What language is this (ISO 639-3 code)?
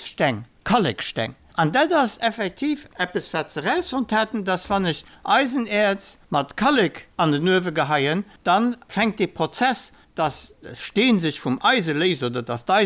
ltz